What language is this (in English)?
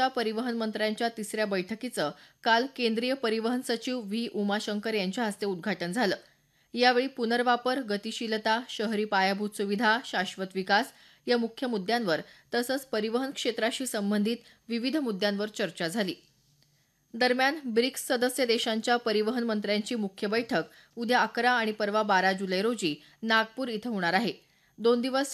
Marathi